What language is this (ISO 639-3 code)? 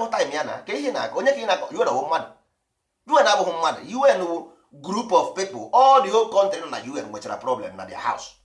ibo